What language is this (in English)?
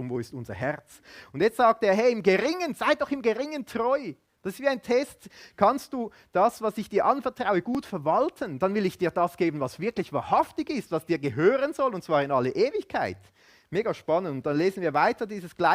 Swiss German